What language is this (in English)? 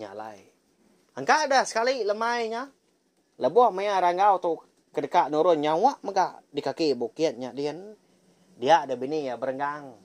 Iban